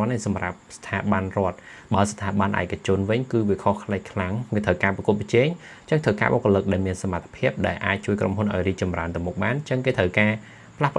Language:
Khmer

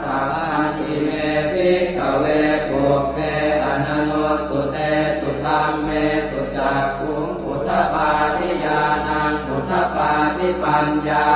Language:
Pali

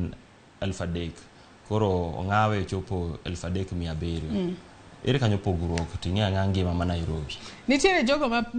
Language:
Luo (Kenya and Tanzania)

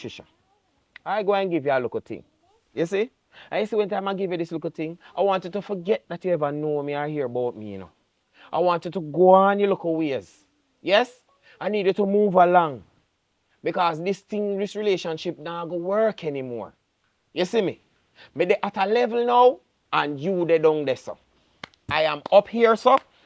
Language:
Jamaican Creole English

